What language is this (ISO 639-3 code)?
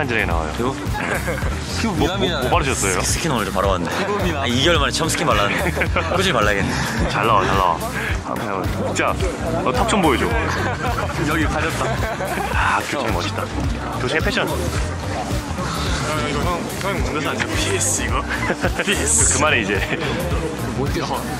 kor